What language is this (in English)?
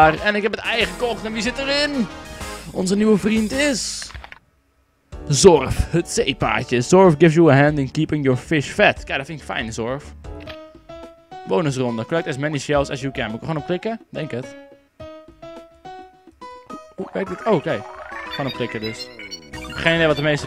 Dutch